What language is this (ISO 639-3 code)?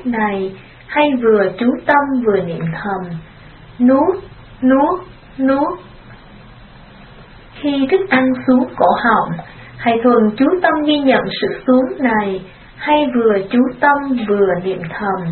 vie